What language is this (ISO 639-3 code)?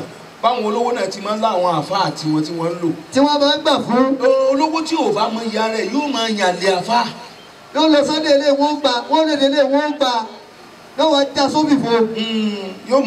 yor